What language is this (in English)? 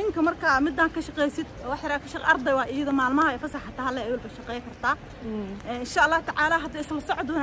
Somali